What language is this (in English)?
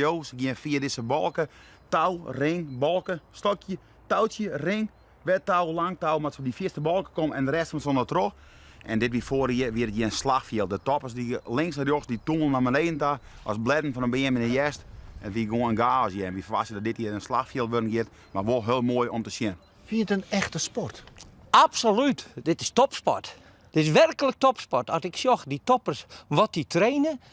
Western Frisian